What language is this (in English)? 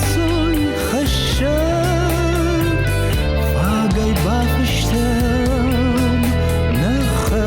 Ossetic